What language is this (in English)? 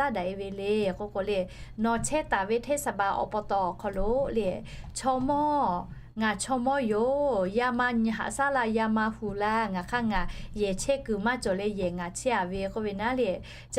Lahu